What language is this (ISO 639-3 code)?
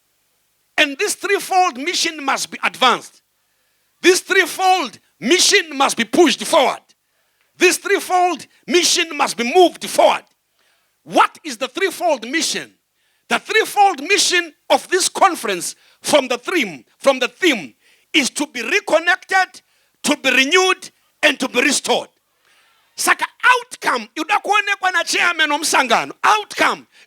sna